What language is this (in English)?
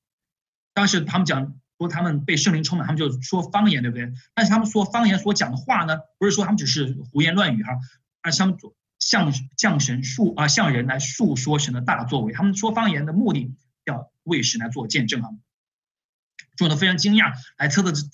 Chinese